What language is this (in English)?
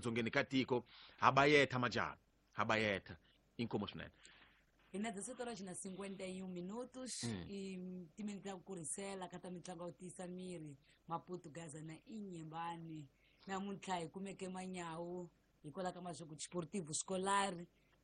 Tsonga